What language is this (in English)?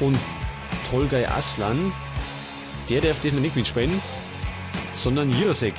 Bavarian